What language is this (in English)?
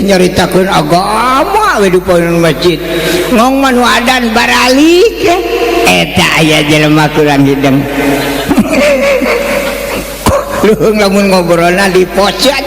Sundanese